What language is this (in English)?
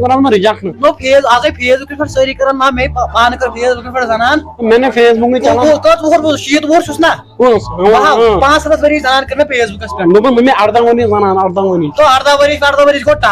Kashmiri